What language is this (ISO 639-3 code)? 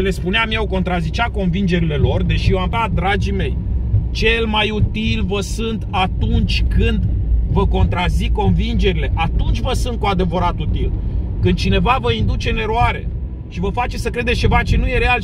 ron